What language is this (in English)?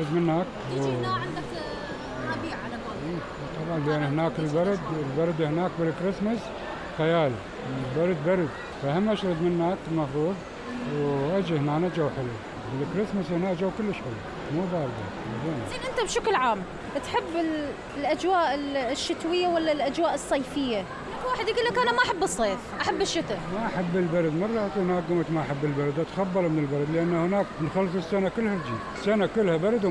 Mesopotamian Arabic